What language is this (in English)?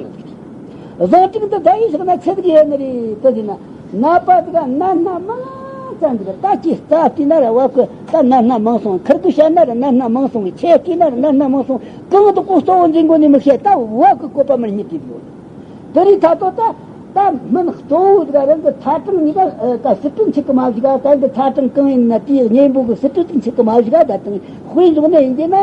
Tibetan